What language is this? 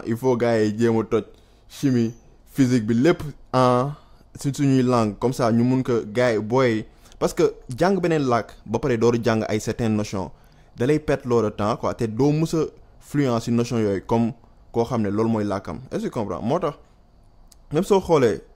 Wolof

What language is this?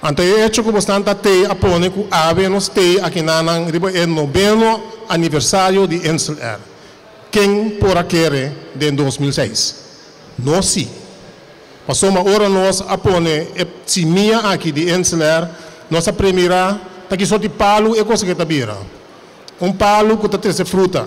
Papiamento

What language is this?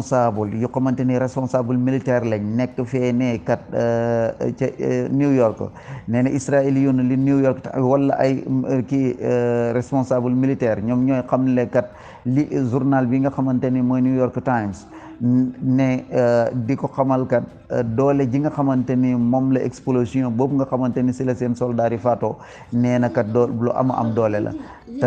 Wolof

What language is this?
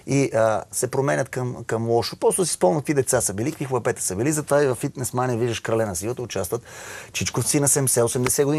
Bulgarian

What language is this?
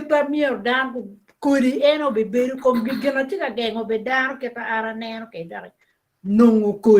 Acoli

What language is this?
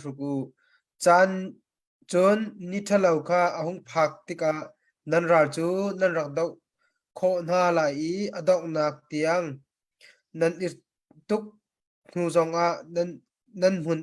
Hakha Chin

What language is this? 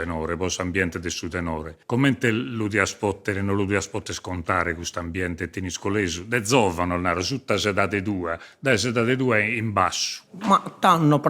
Sardinian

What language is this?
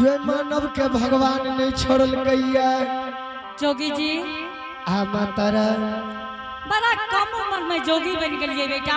Angika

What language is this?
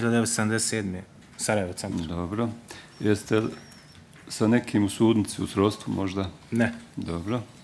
Bosnian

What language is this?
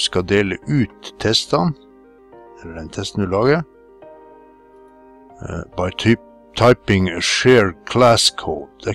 Norwegian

